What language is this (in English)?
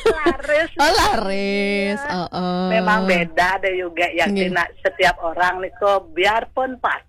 Balinese